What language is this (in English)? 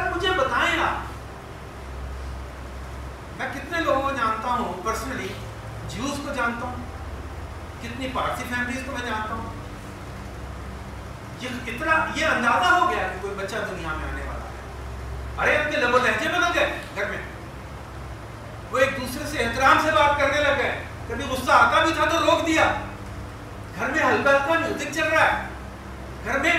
Urdu